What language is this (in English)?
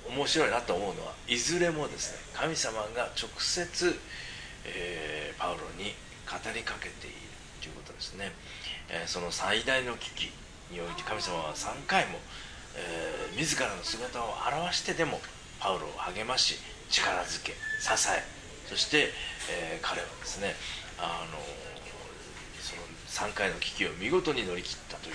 Japanese